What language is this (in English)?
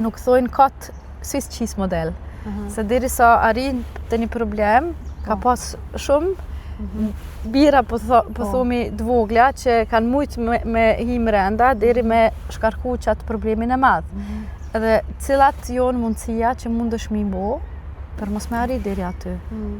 Albanian